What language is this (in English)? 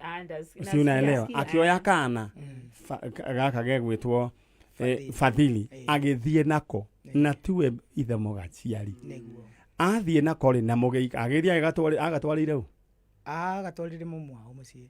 Kikuyu